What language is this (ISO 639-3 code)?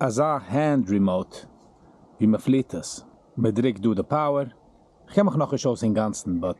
yid